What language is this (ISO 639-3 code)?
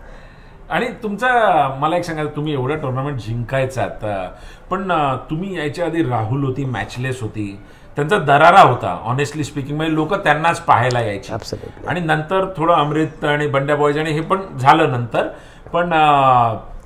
mar